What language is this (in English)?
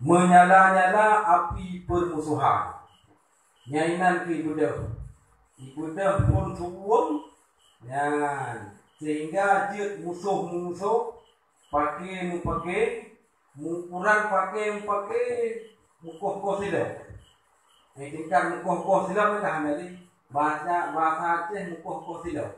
Achinese